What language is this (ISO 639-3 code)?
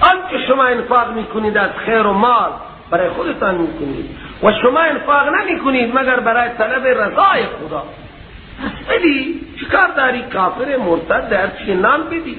fas